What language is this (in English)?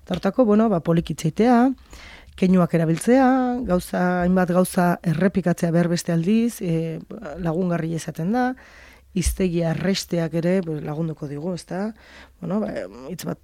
Basque